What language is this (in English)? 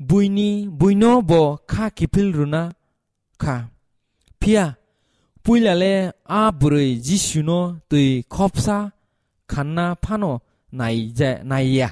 Kok Borok